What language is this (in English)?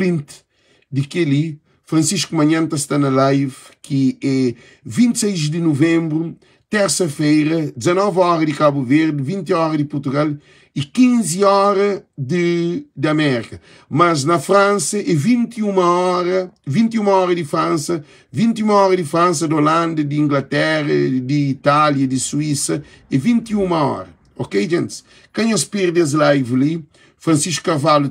Kabuverdianu